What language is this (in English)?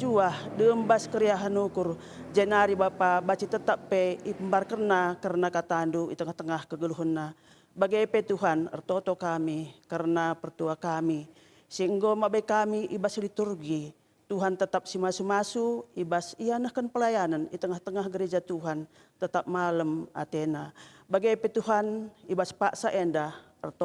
Batak Karo